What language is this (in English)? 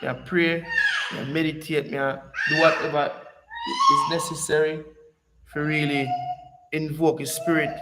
Jamaican Creole English